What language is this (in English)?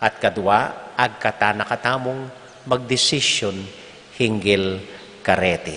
Pampanga